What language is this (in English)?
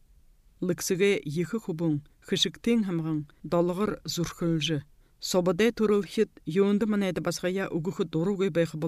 Buriat